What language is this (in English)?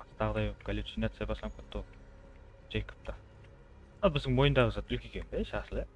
Kara-Kalpak